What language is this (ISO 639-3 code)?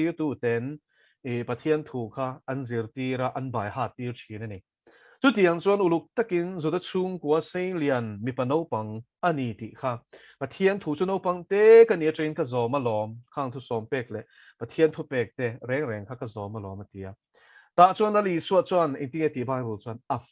lus